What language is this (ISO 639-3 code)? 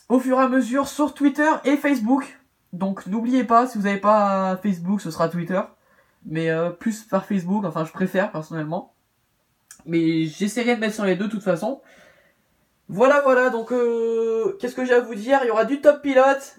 fra